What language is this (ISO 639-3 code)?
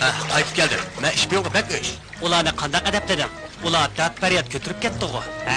uig